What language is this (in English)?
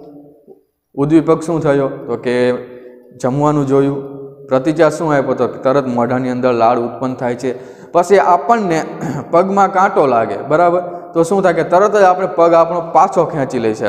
Gujarati